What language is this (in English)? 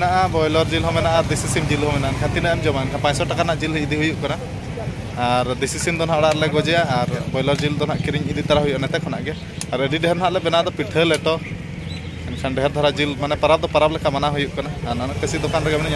Santali